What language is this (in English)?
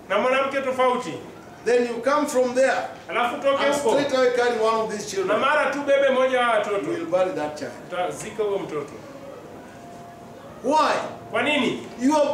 Swahili